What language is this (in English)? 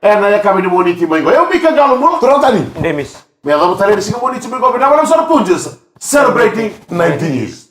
Fijian